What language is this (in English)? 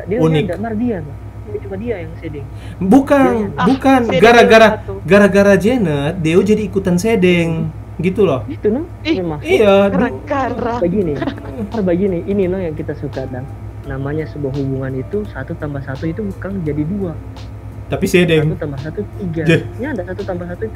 Manado Malay